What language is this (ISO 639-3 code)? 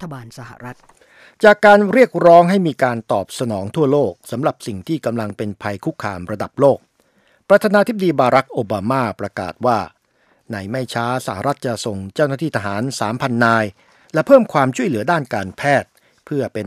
tha